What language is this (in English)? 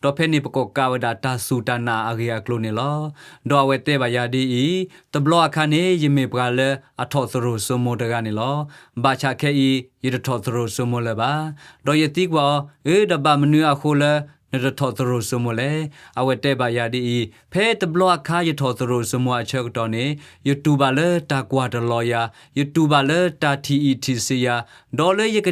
S'gaw Karen